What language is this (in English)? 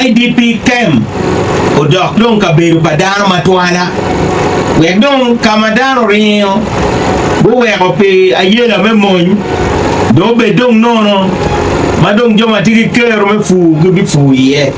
Acoli